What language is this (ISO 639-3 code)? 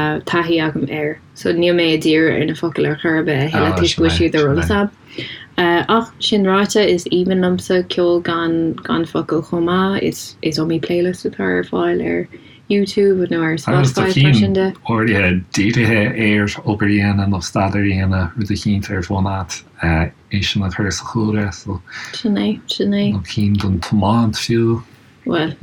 gle